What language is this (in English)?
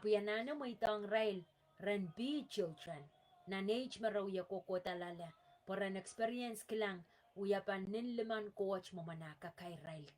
Pohnpeian